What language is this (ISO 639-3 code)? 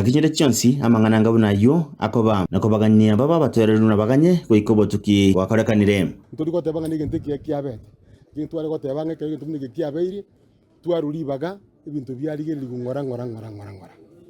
guz